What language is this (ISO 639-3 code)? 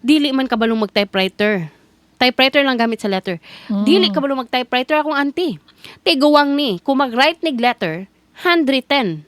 ceb